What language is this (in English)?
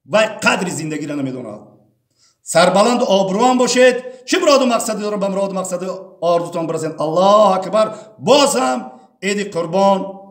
Tajik